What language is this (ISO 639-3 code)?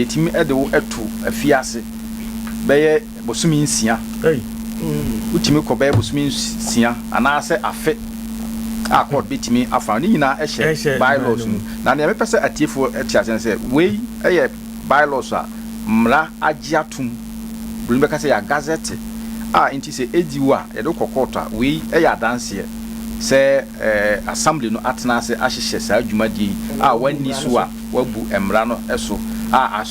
aka